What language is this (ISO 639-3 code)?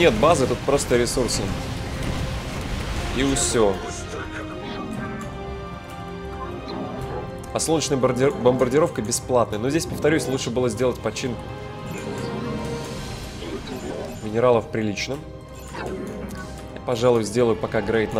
rus